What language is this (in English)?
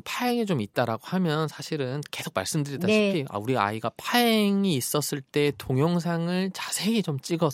Korean